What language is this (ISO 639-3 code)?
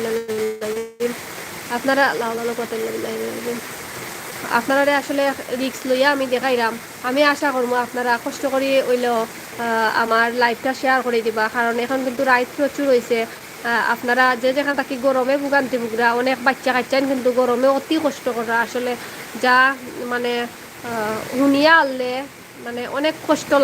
syl